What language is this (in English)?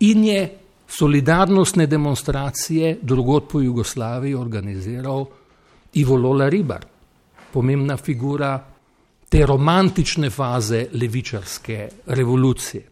Slovenian